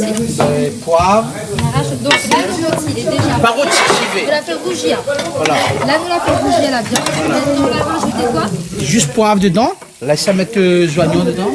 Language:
Réunion Creole French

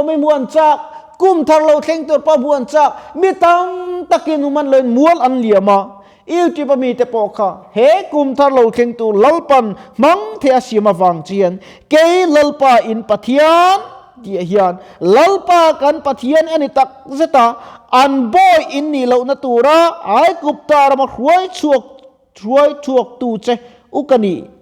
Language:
Mizo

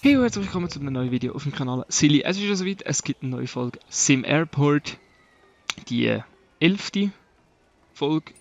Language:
Swiss German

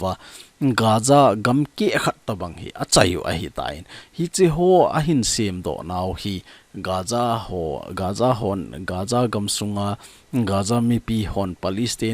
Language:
Thado Chin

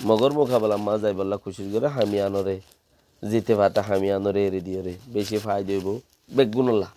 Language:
Rohingya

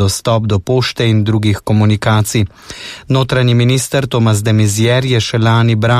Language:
Slovenian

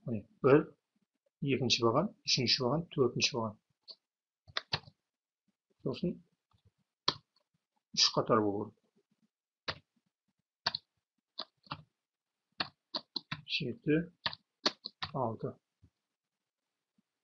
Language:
Kazakh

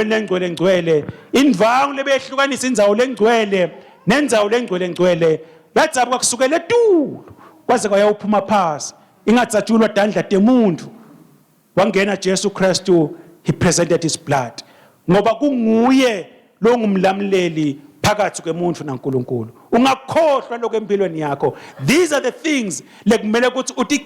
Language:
Swati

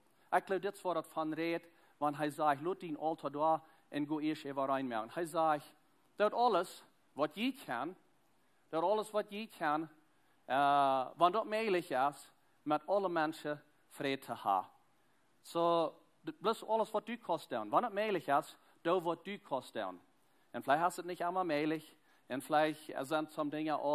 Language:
Plautdietsch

